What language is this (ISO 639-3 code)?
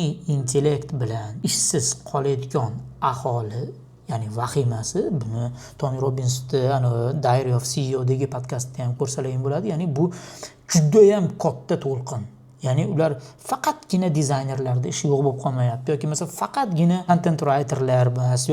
uzb